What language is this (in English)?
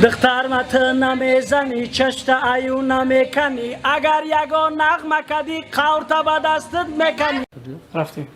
Tajik